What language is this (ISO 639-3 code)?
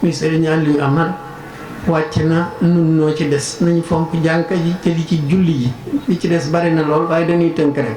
wol